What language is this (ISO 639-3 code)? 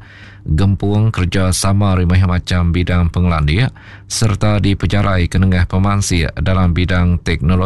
iba